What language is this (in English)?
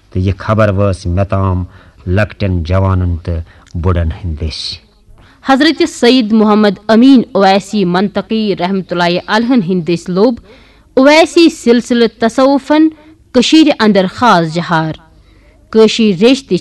Kashmiri